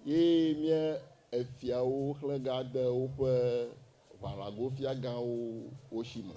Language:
Ewe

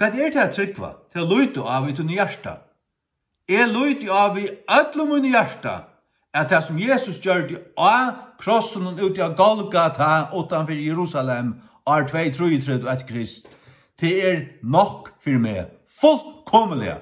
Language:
Faroese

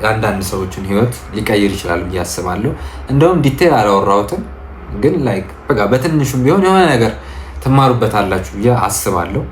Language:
Amharic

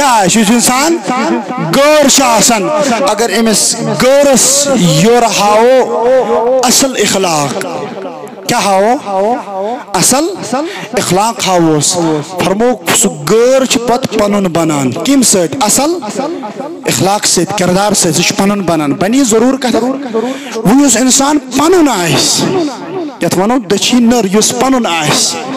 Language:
Kashmiri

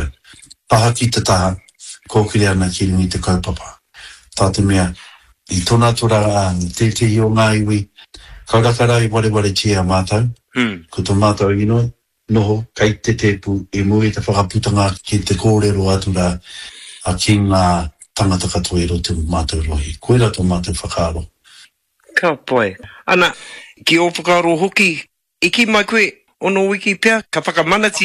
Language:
Māori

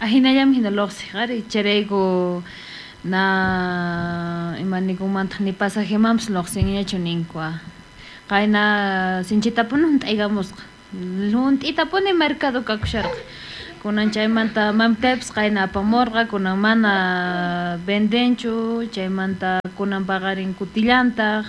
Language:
South Bolivian Quechua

